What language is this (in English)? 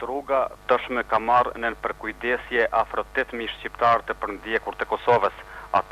Albanian